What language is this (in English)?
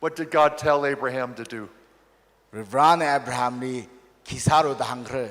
Tangkhul Naga (India)